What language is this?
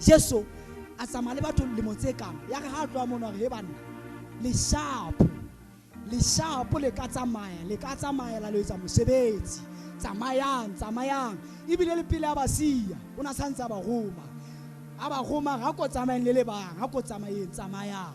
Southern Sotho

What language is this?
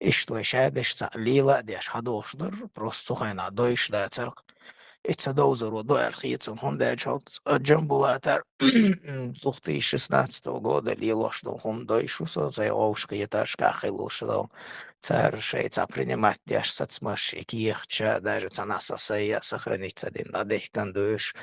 Chechen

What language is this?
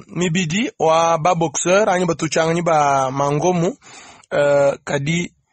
Luba-Lulua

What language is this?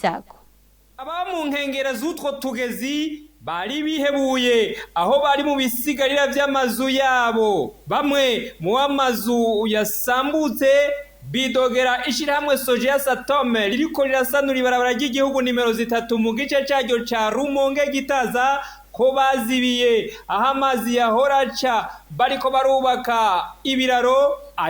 Rundi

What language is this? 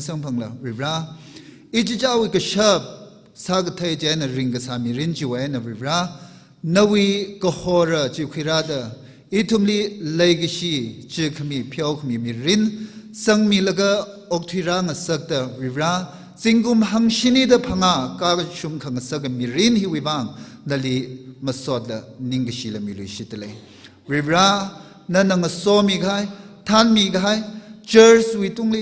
Tangkhul Naga (India)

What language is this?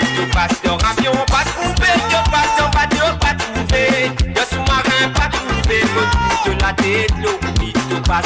Morisyen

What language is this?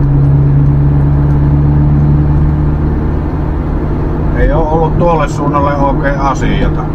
Finnish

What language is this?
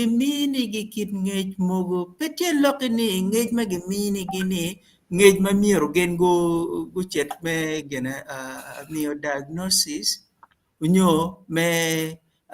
Acoli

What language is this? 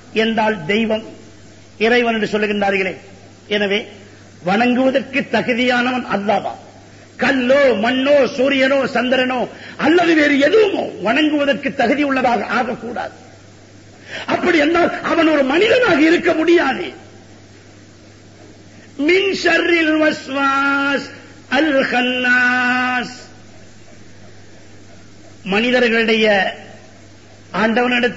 Tamil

